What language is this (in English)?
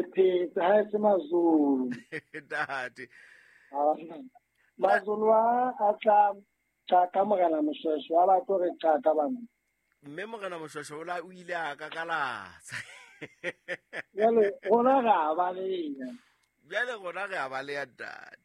Southern Sotho